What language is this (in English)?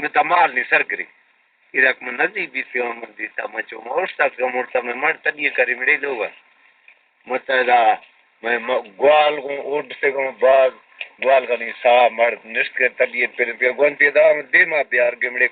Baluchi